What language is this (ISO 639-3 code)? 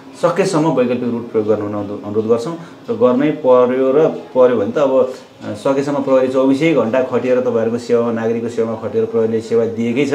nep